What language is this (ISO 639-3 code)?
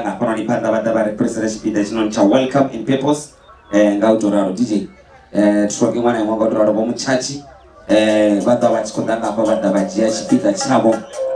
ven